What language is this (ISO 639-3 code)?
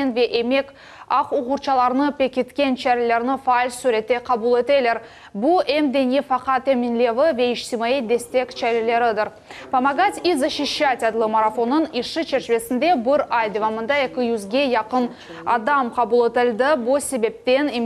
crh